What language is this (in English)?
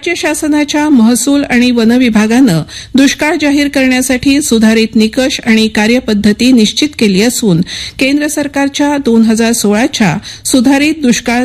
Marathi